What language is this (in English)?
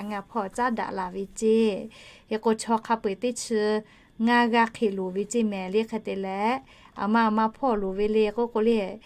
Lahu